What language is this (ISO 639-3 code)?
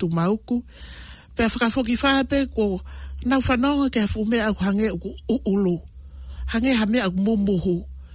ton